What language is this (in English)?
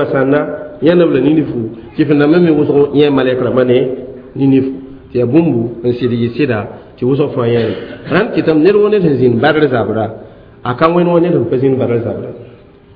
Mossi